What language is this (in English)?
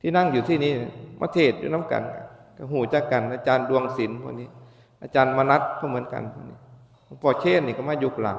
Northeastern Thai